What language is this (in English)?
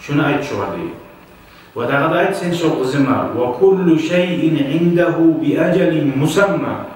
Kumyk